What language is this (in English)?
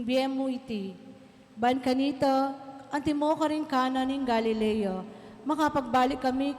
Pampanga